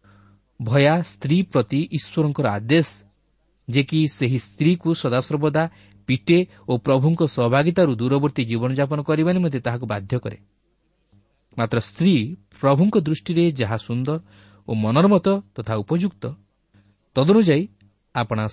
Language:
Odia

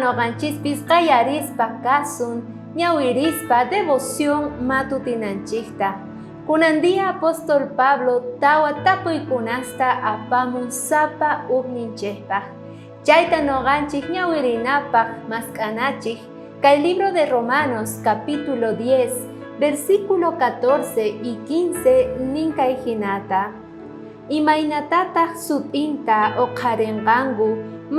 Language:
South Bolivian Quechua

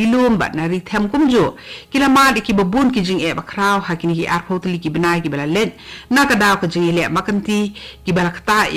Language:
Khasi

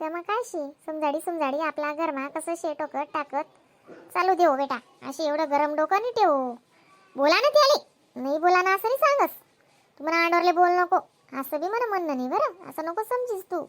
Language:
Khandesi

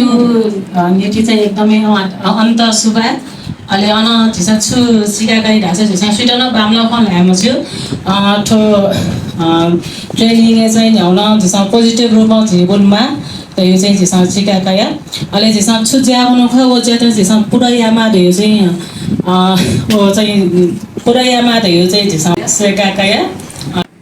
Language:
Newari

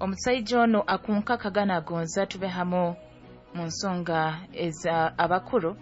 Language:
Nyoro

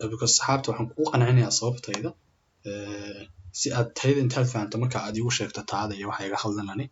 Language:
Somali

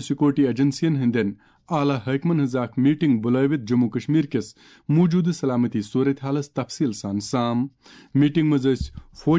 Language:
Kashmiri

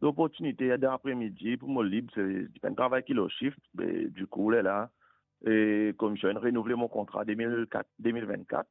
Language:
Morisyen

